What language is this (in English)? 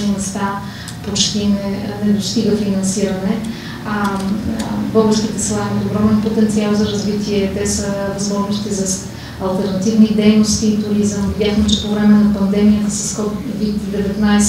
Bulgarian